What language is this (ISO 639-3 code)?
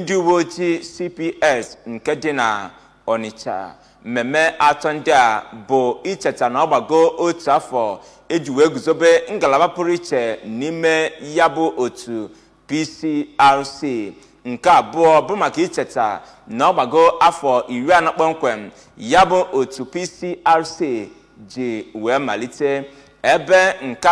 ibo